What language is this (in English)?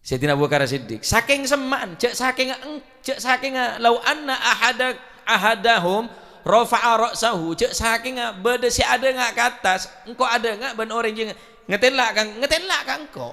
Madurese